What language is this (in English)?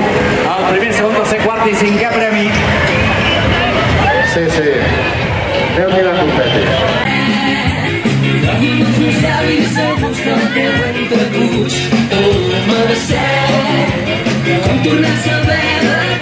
Catalan